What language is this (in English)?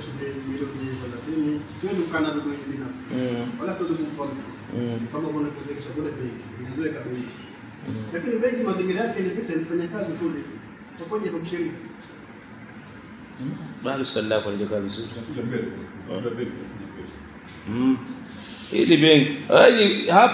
Swahili